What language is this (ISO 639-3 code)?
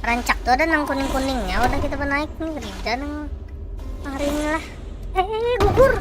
bjn